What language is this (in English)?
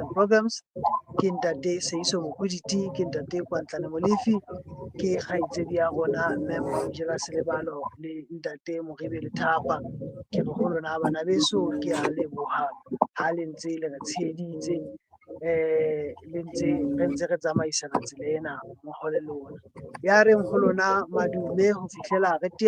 Southern Sotho